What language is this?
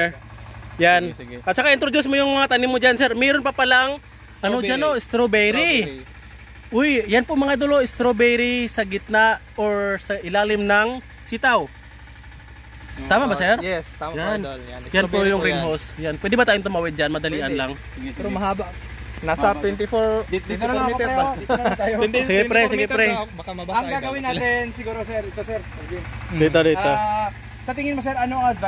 Filipino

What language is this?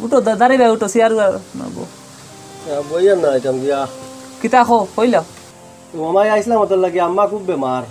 Sylheti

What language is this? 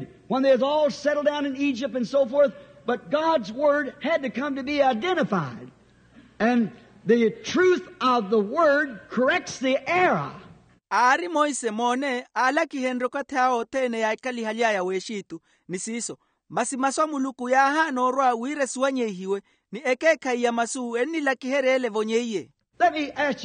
Makhuwa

